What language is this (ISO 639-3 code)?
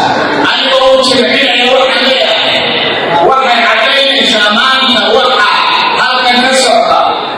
som